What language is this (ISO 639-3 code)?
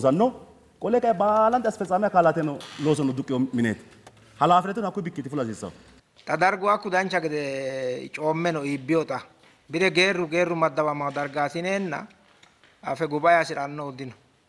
sid